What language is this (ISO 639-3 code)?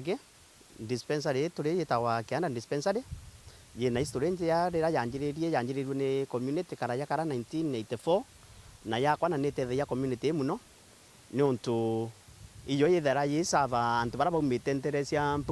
mer